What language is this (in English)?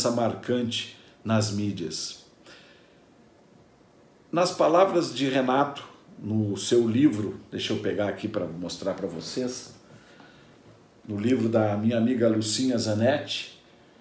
Portuguese